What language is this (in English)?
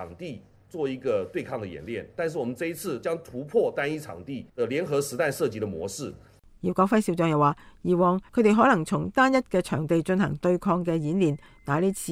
Cantonese